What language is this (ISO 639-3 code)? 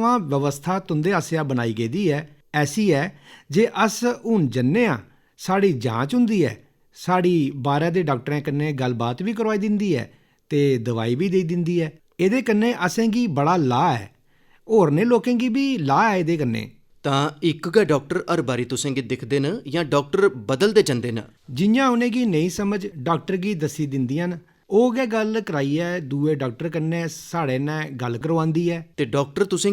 doi